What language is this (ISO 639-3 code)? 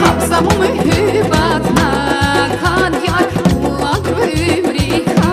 tab